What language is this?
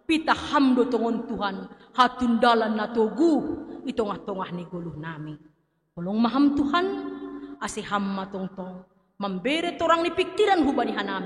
Batak Simalungun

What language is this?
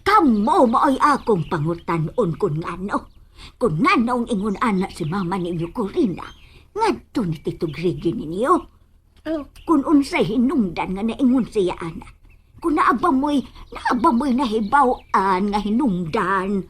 Cebuano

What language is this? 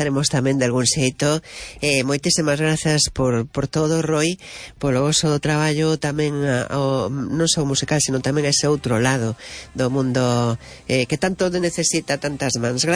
Galician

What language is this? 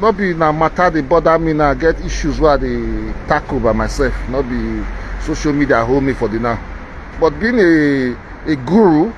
Nigerian Pidgin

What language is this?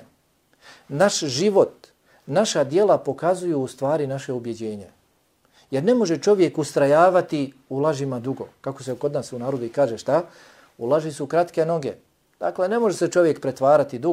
Bosnian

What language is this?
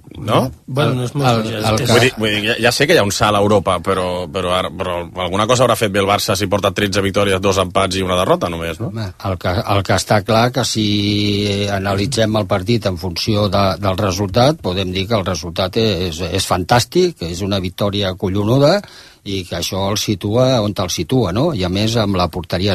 Catalan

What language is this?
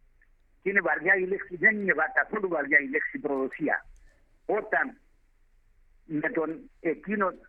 Greek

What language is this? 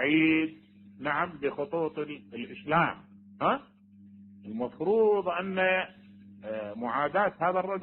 Mesopotamian Arabic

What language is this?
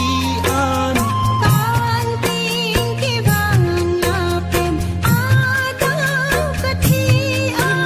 Karbi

